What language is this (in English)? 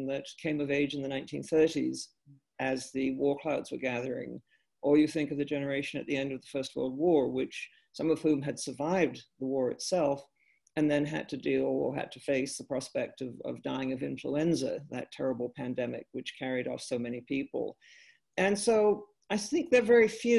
English